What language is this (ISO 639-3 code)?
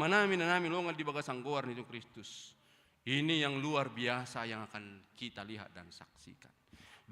bbc